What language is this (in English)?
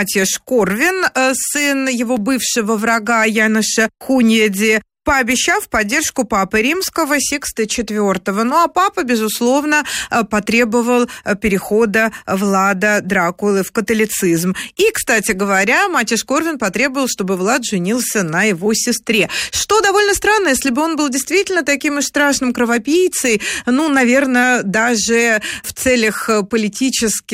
Russian